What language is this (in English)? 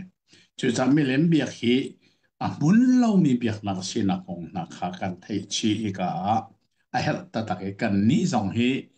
Hakha Chin